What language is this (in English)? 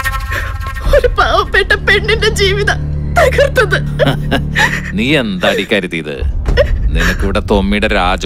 Malayalam